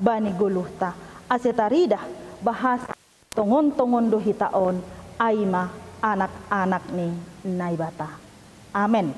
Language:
Batak Simalungun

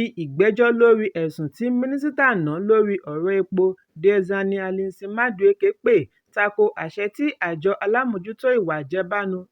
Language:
Yoruba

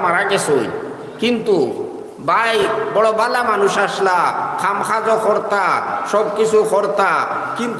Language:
Sylheti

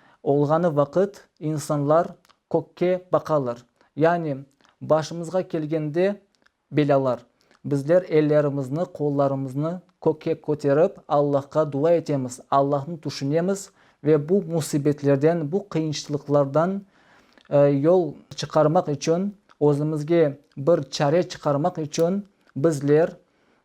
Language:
Crimean Tatar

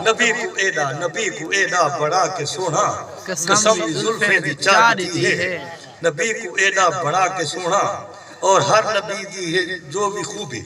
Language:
Saraiki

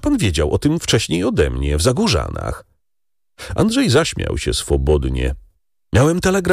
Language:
Polish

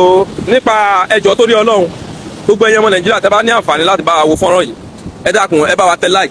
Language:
Yoruba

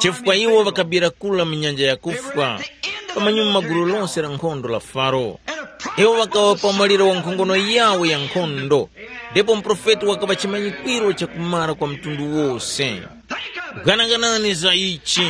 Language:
Tumbuka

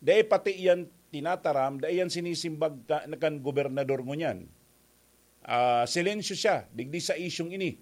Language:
Bikol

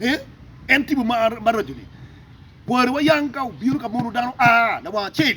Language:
Acoli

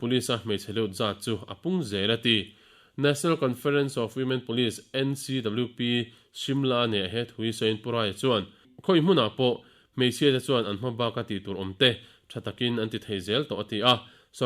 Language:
Mizo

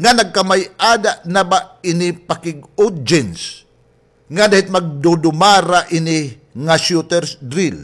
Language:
Waray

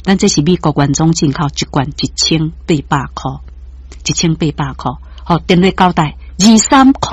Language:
Min Nan Chinese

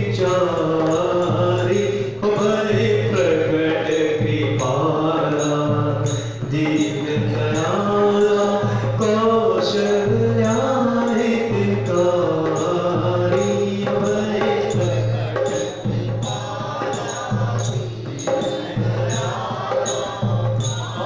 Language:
Hindi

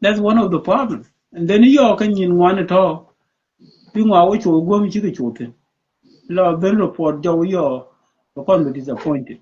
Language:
Nuer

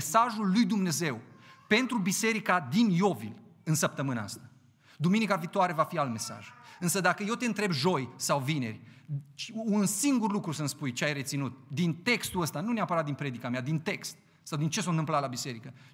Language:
Romanian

